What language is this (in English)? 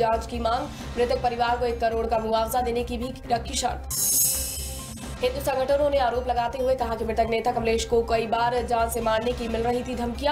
Hindi